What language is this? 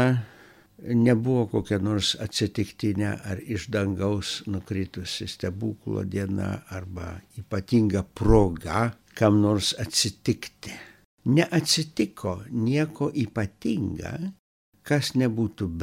Lithuanian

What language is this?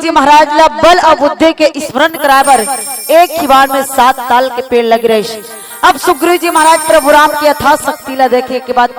Chhattisgarhi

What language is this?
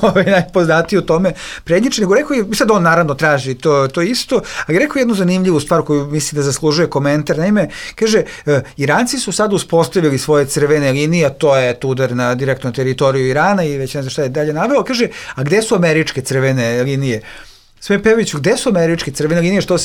Bosnian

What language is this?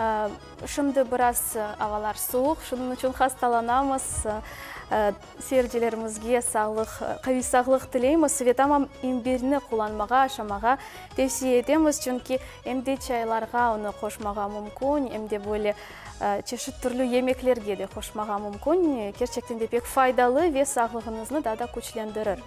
Crimean Tatar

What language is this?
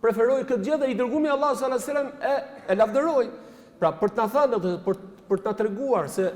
Albanian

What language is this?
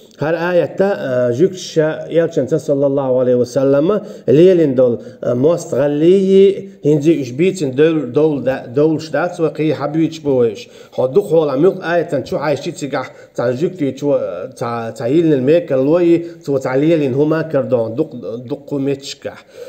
Chechen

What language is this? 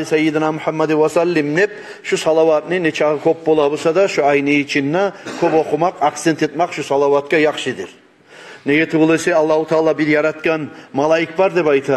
Kumyk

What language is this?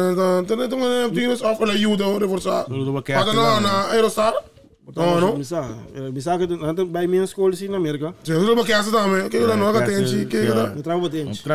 Papiamento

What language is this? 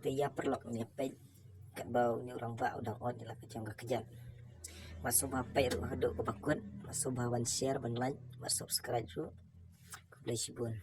Khasi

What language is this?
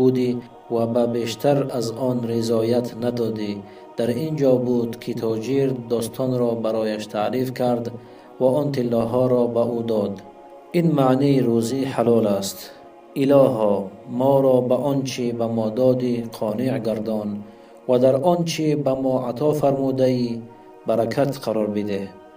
Tajik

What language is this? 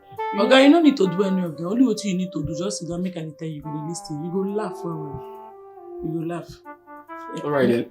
Nigerian Pidgin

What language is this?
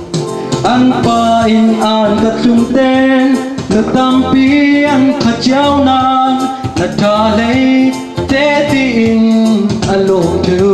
Falam Chin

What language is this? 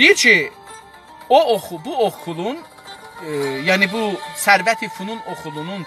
South Azerbaijani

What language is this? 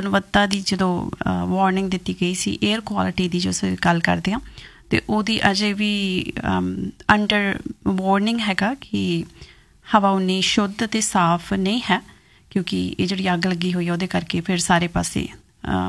Punjabi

